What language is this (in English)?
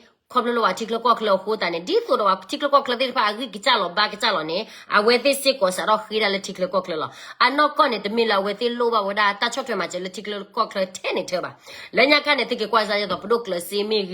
S'gaw Karen